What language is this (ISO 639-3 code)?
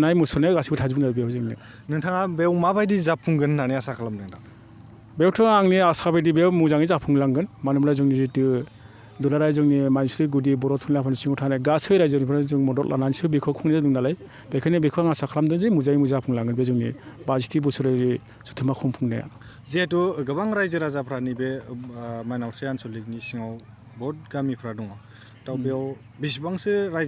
brx